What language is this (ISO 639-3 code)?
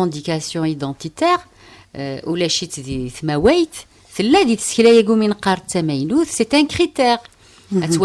kab